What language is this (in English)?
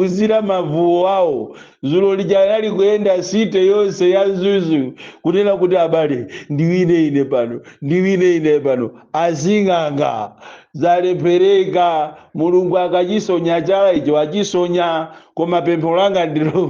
Nyanja